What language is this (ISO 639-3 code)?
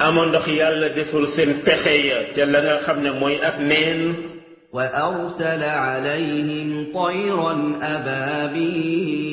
wol